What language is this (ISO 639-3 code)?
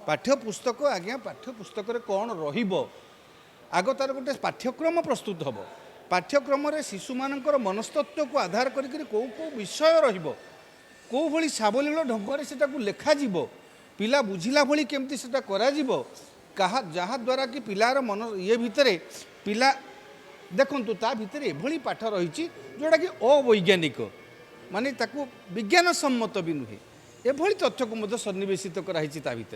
ori